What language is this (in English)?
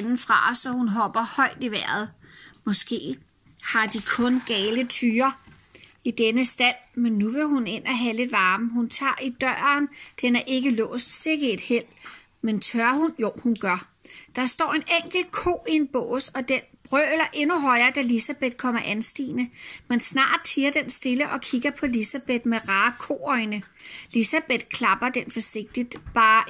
Danish